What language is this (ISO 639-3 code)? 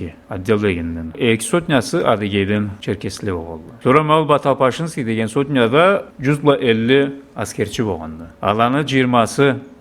krc